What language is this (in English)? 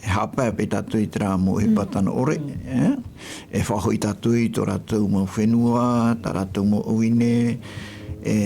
Tahitian